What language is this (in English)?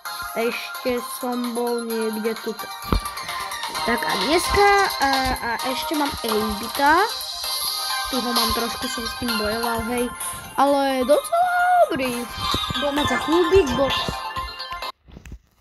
Slovak